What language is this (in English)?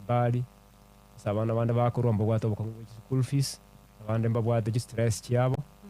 Gusii